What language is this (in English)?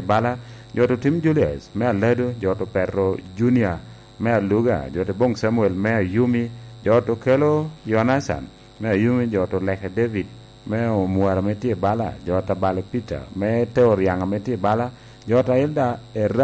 Lango (Uganda)